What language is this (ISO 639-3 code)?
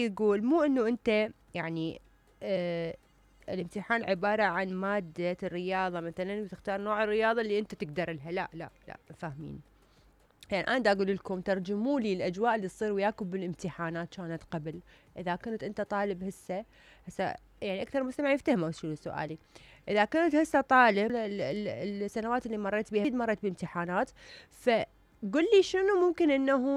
acm